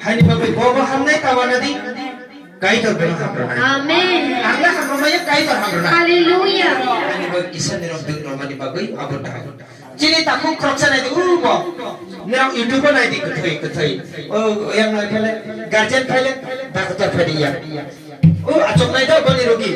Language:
Kok Borok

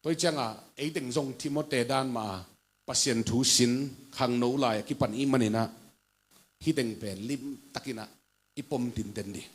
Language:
Tedim Chin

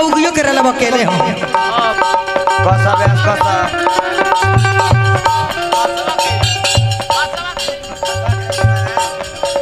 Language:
Bhojpuri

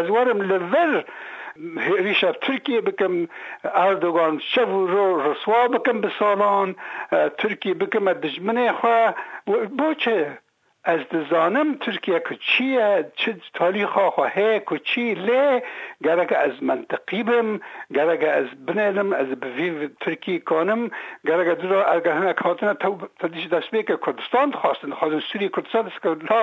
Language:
Kurdish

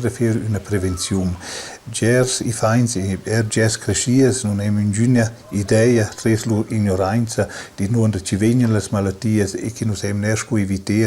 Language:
Romansh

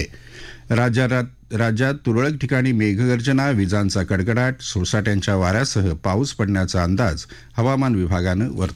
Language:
Marathi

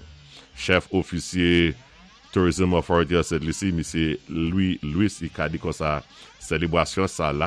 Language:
Saint Lucian Creole French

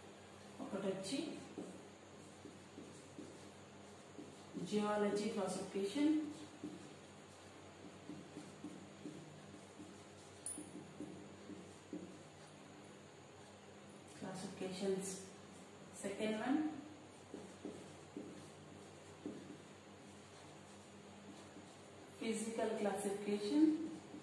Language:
Telugu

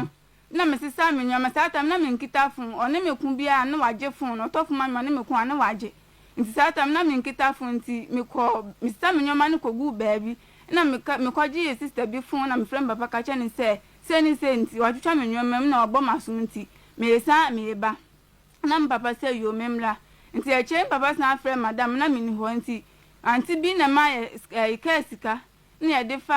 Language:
Akan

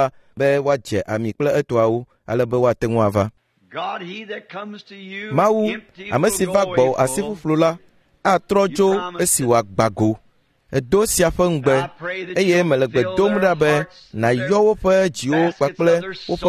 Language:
Ewe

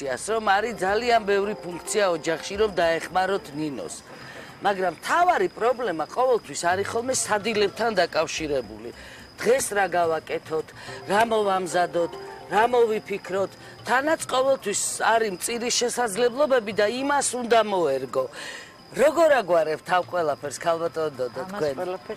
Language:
Georgian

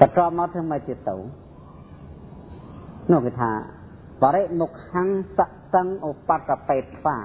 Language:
Khmer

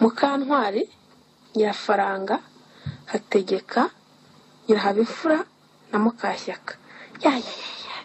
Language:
Kinyarwanda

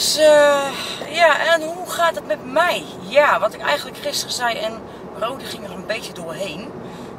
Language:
Dutch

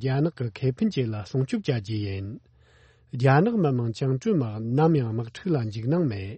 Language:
Tibetan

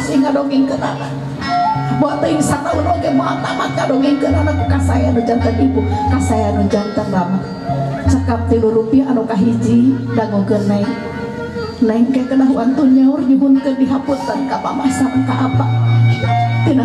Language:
Sundanese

